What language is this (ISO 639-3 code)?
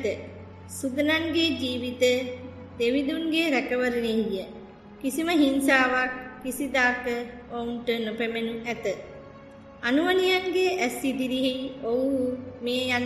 sin